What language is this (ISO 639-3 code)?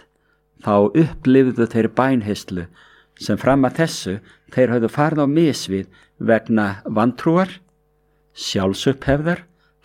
isl